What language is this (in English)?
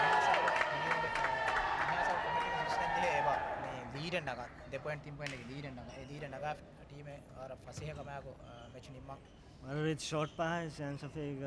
Divehi